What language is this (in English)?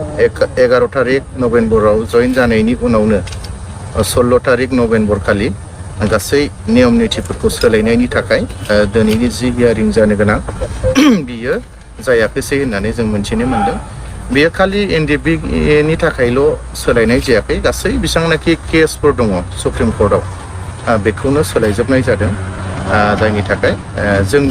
Bodo